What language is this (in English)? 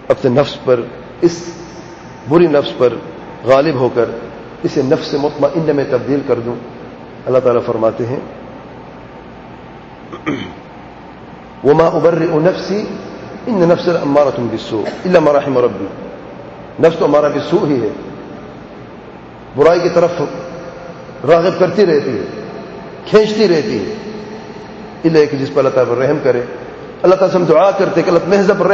Urdu